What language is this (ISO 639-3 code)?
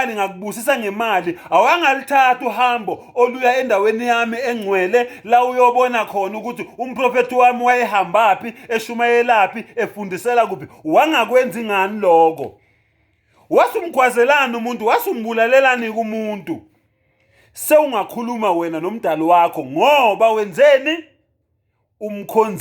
zul